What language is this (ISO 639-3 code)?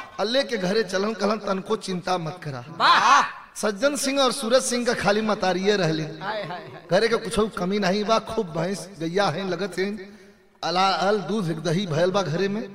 bho